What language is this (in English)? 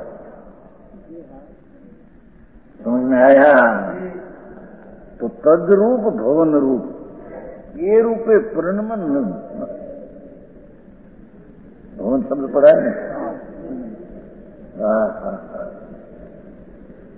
Hindi